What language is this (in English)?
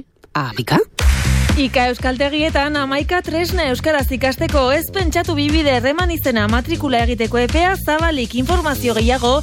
Basque